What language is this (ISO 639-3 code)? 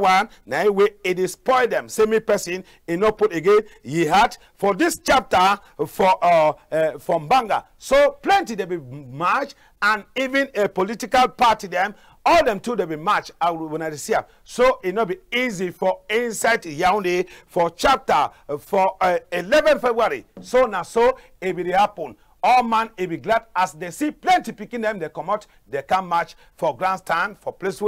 wes